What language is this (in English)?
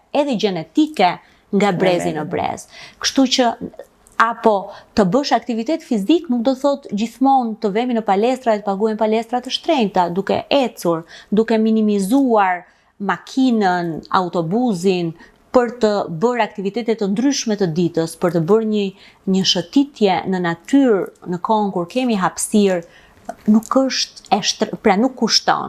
Albanian